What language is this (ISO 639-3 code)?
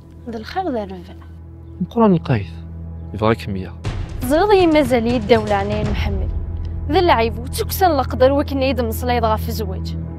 kab